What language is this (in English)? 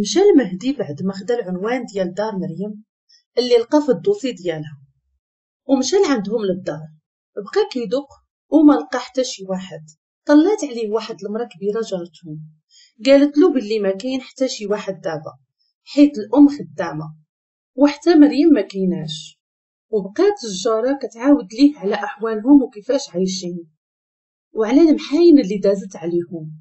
Moroccan Arabic